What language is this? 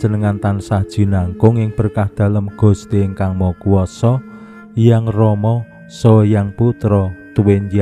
Javanese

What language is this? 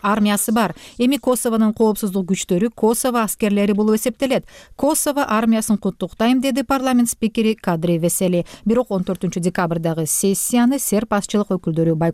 Kyrgyz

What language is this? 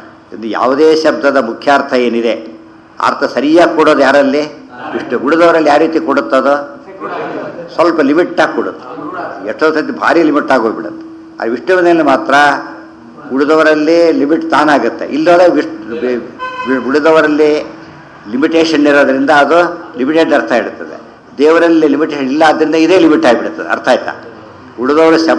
Kannada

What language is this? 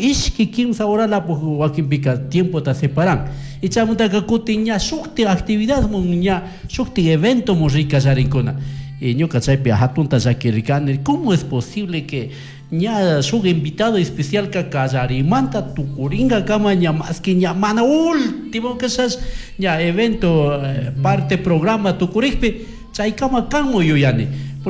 Chimborazo Highland Quichua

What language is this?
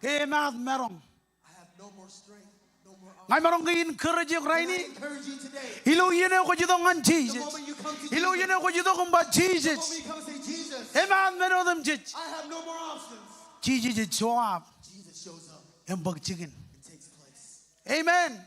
Marshallese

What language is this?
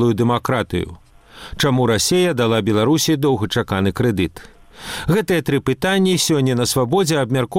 Belarusian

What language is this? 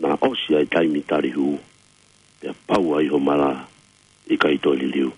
Tongan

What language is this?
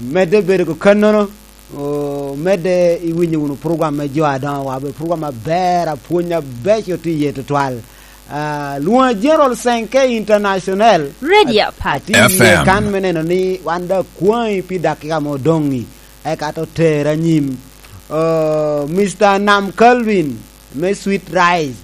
Lango (Uganda)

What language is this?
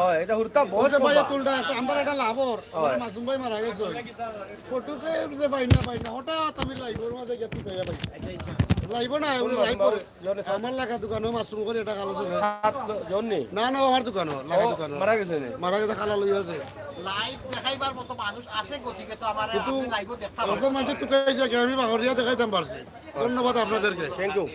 Sylheti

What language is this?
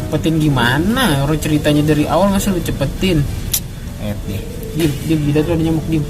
Betawi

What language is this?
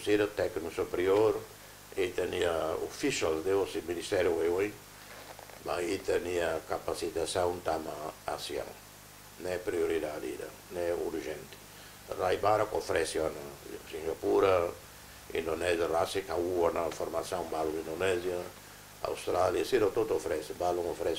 Tetum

